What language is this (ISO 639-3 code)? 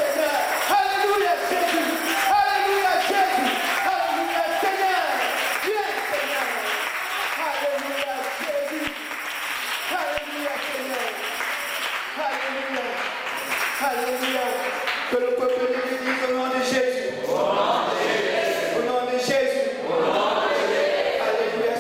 fra